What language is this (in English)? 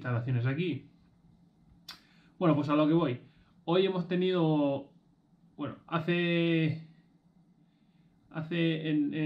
Spanish